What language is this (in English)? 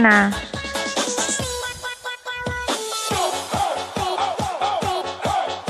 Filipino